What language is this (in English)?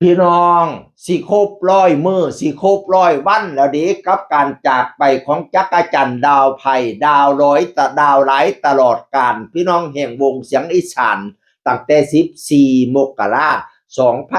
Northeastern Thai